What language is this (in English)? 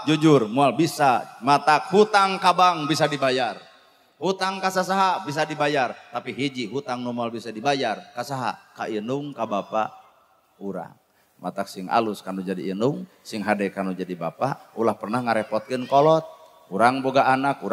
Sundanese